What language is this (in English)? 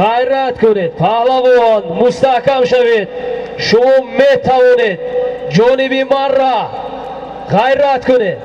Tajik